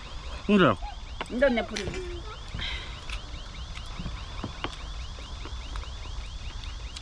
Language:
Korean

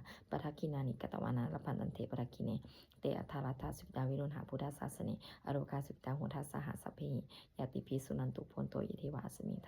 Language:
Pali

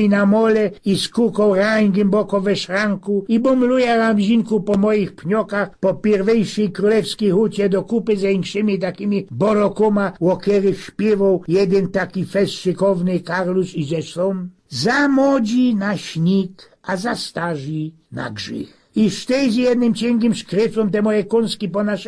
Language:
Silesian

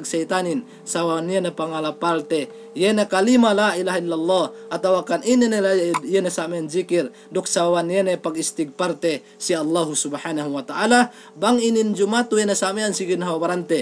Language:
Yakan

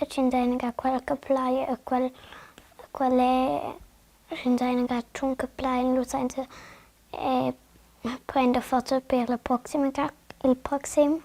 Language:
Romansh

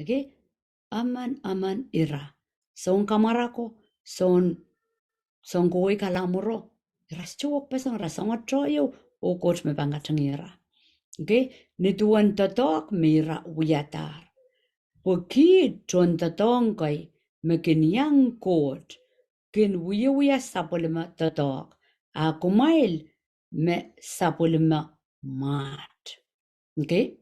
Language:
Pohnpeian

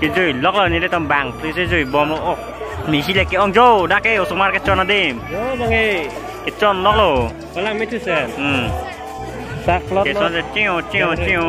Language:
Karbi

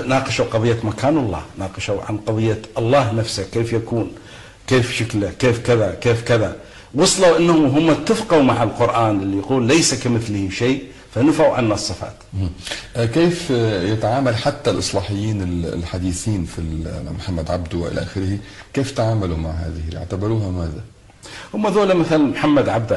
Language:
Arabic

